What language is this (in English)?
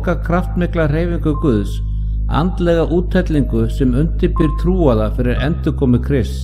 Icelandic